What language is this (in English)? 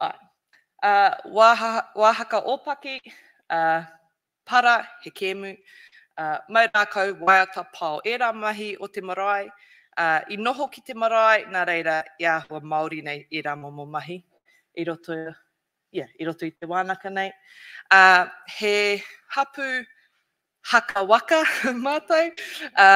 Māori